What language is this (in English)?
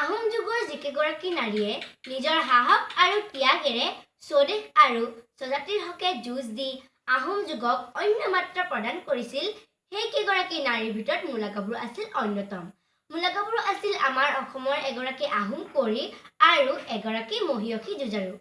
Assamese